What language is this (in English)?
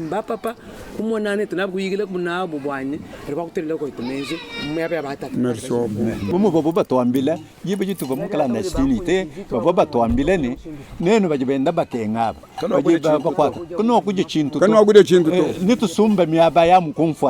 Luba-Lulua